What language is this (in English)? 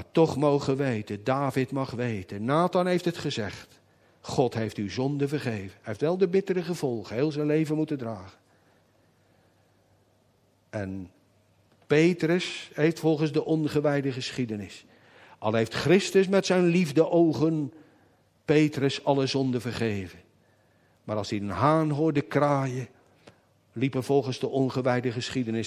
Dutch